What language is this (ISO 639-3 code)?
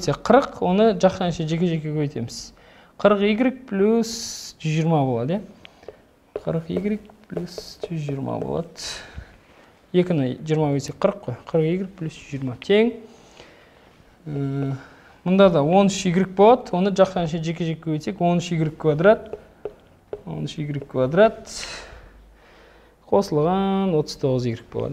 kaz